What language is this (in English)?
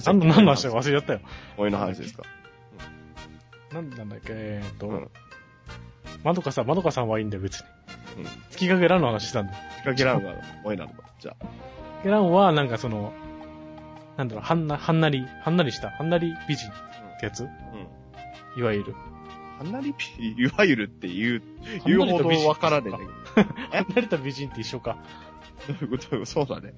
Japanese